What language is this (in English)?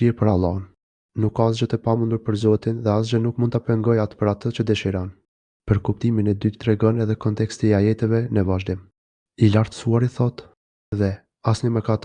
Albanian